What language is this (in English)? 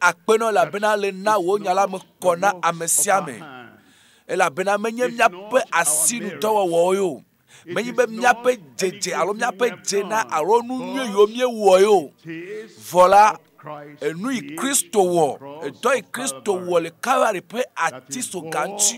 Ewe